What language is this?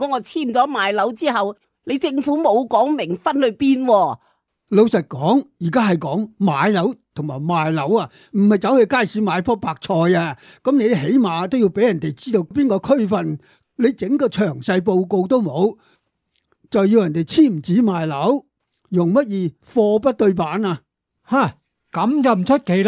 Cantonese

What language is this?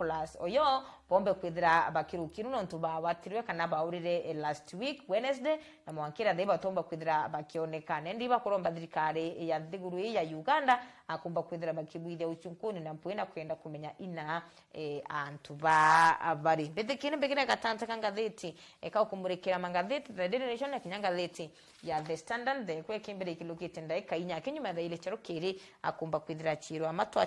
Meru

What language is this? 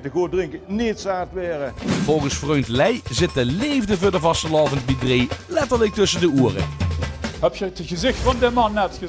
Limburgish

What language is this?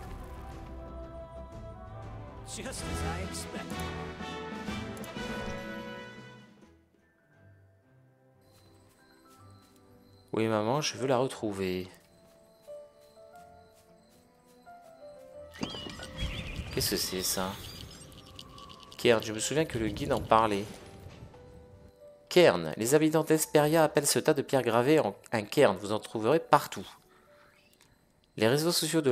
French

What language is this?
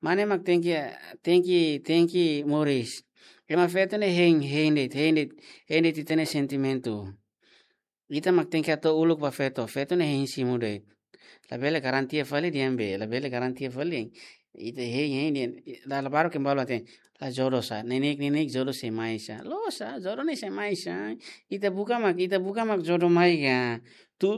Tetum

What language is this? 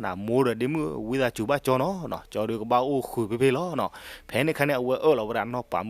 S'gaw Karen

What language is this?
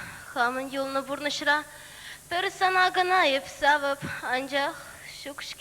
Chuvash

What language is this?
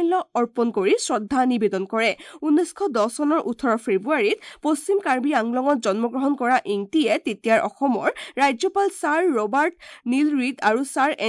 Assamese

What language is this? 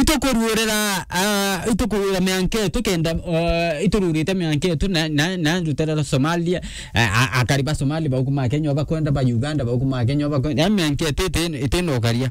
Meru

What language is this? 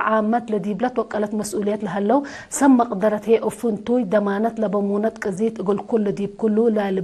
Tigre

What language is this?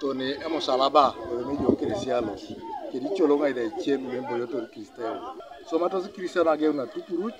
Teso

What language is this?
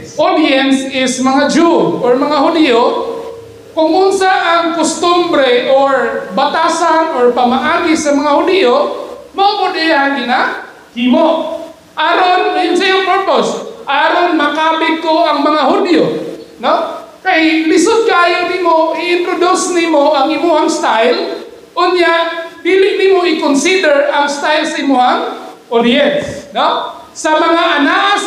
Cebuano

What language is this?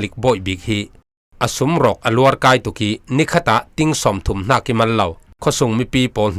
Falam Chin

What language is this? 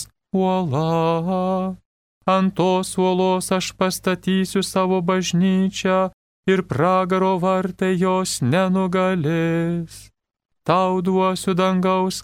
Lithuanian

